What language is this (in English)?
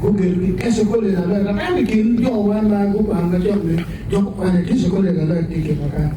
Acoli